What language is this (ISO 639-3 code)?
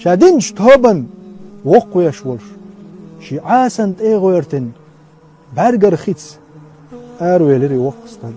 che